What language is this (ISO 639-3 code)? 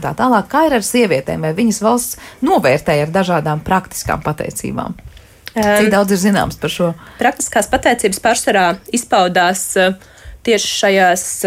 lav